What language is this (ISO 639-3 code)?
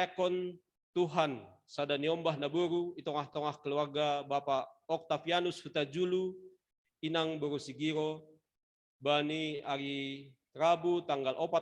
bts